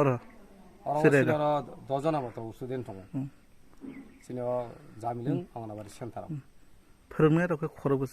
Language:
Kok Borok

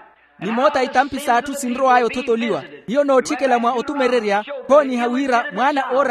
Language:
Makhuwa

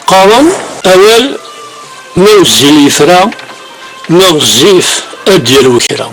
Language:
Kabyle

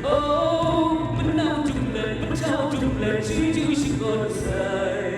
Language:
Kachin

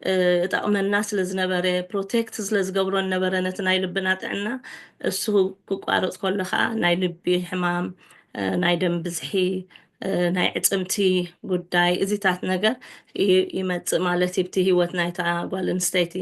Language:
Tigrinya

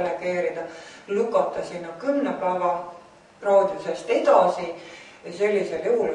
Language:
Estonian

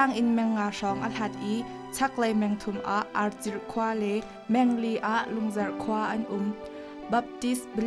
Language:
Hakha Chin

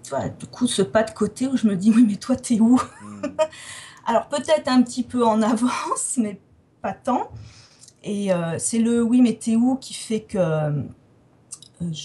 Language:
French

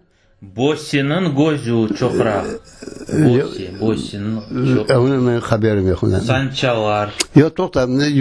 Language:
Crimean Tatar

